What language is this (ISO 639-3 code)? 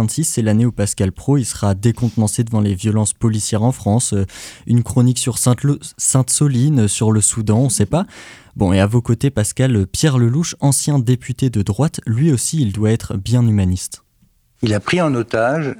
fra